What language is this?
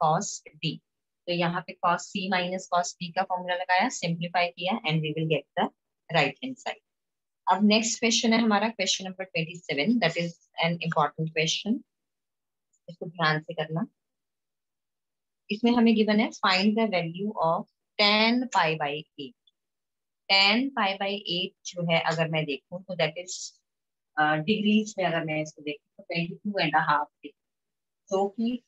Hindi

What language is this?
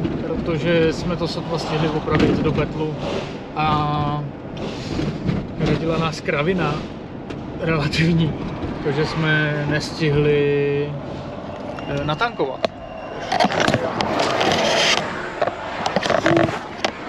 Czech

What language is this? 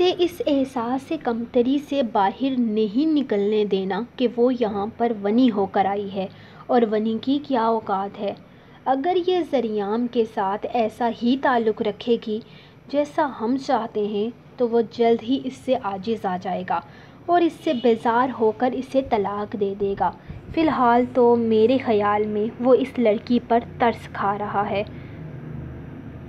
Urdu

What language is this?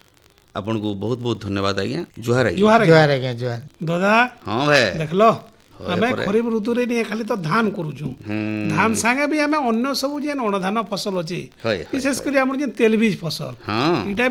Odia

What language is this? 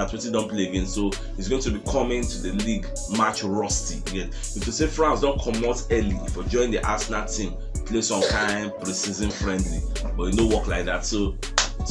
Nigerian Pidgin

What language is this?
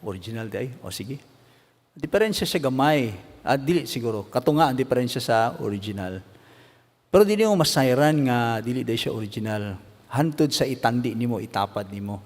Cebuano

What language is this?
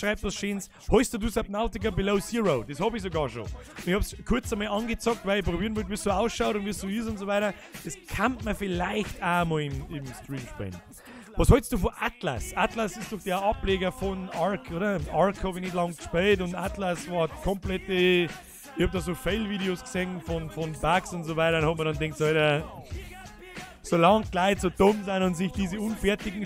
Bavarian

